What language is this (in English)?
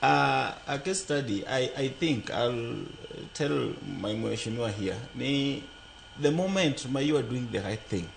Luo (Kenya and Tanzania)